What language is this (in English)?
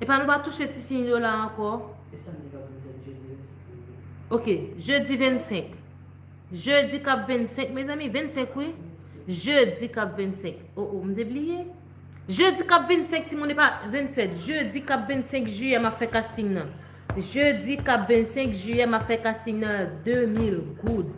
Haitian Creole